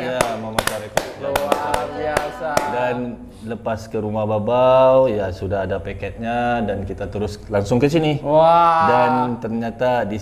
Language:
Malay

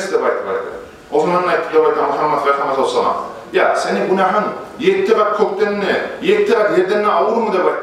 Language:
Kumyk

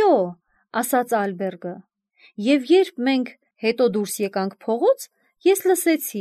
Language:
Armenian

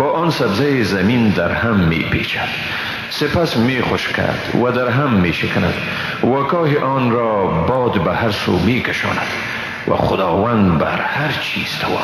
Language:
Persian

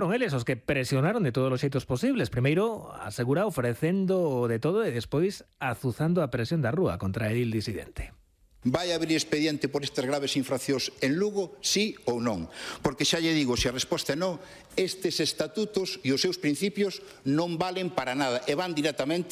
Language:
Galician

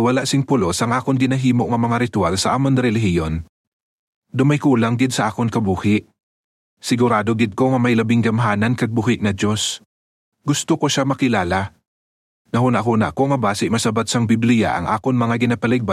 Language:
Hiligaynon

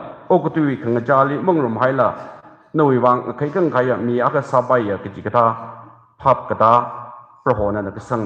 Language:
Tangkhul Naga (India)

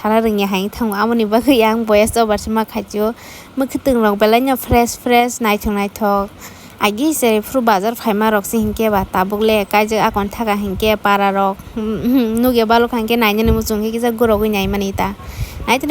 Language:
Kok Borok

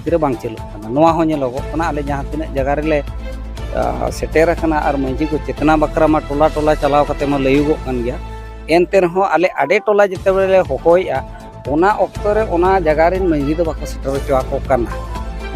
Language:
Santali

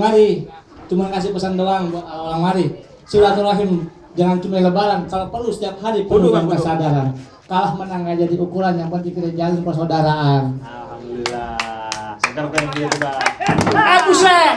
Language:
Betawi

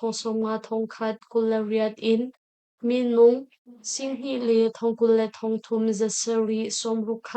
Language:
Hakha Chin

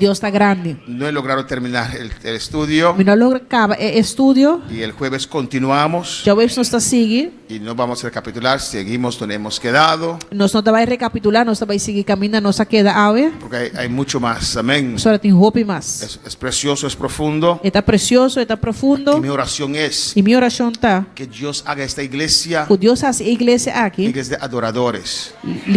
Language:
Papiamento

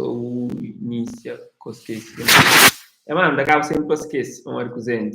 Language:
Kabuverdianu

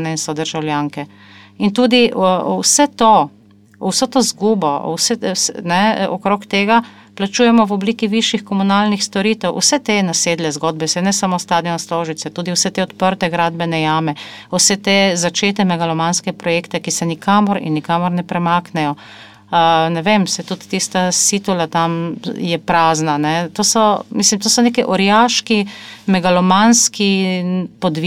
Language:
Slovenian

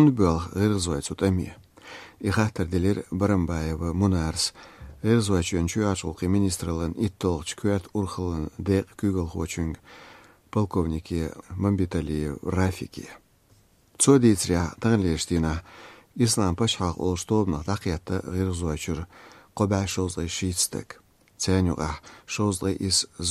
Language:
Chechen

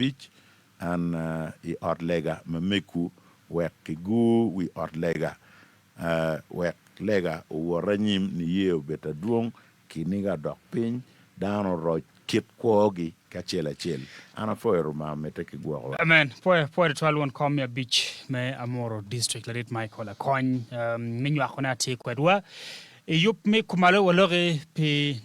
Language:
Acoli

